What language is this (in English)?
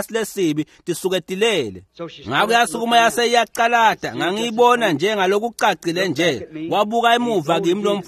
Swati